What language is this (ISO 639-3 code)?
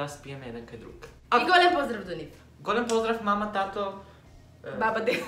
mkd